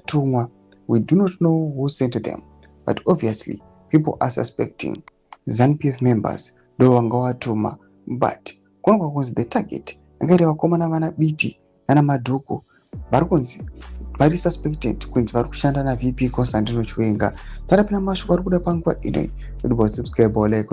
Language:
Shona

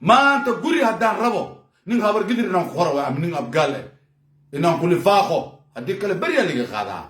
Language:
Somali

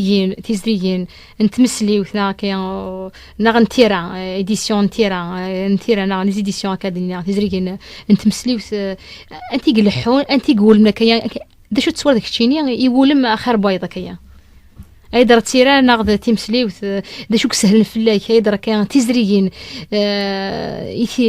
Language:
Kabyle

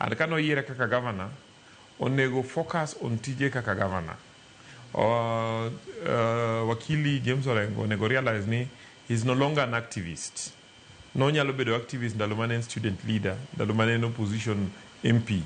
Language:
Luo (Kenya and Tanzania)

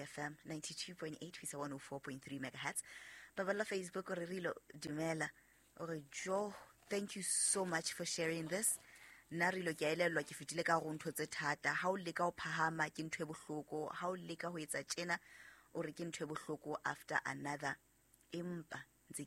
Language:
Southern Sotho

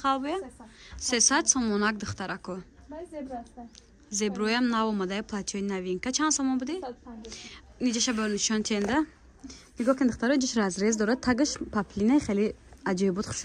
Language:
Tajik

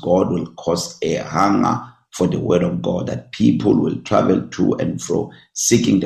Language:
English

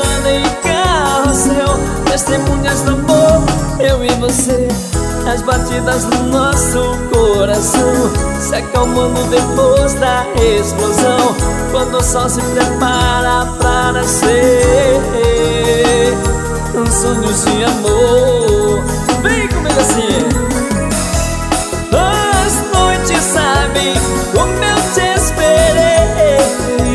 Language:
Portuguese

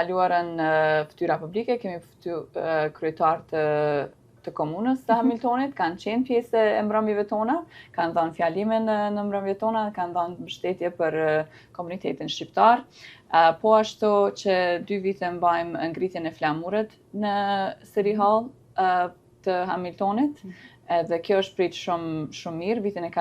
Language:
Albanian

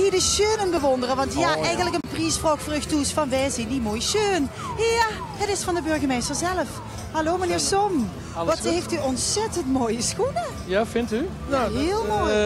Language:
Limburgish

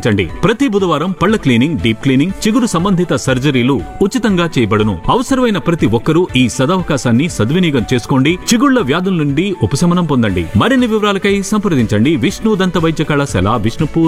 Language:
Telugu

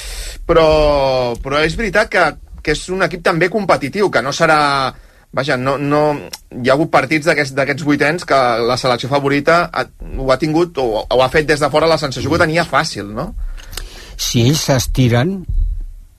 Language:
Catalan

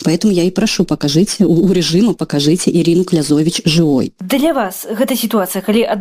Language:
Russian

